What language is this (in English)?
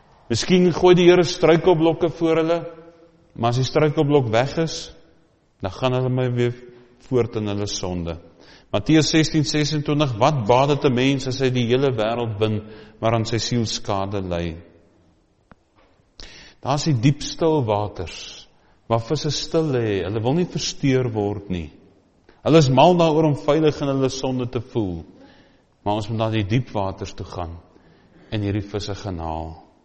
Afrikaans